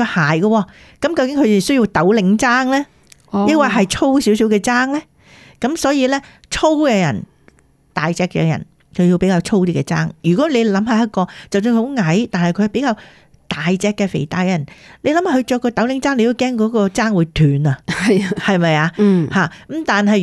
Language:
Cantonese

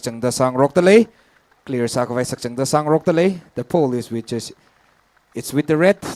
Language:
Tangkhul Naga (India)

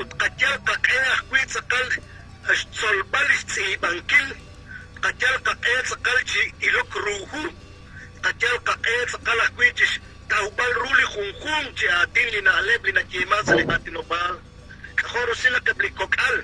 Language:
Kekchí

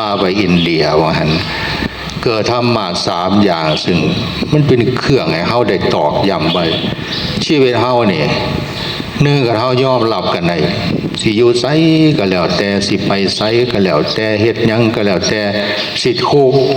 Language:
Northeastern Thai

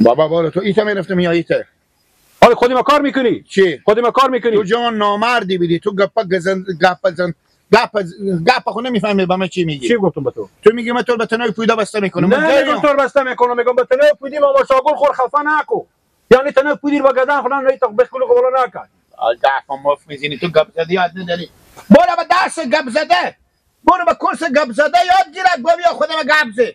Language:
Persian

